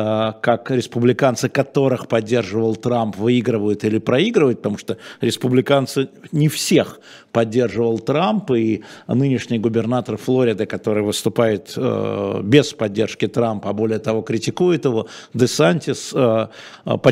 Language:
Russian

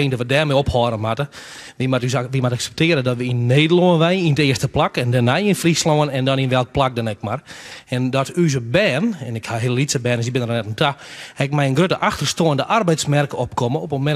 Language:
Western Frisian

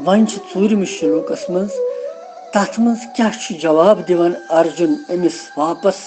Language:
Kashmiri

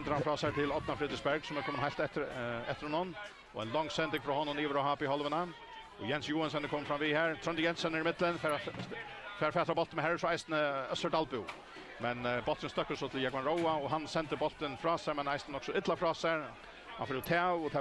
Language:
Faroese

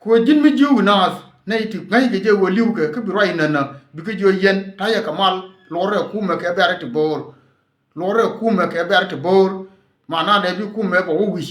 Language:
Nuer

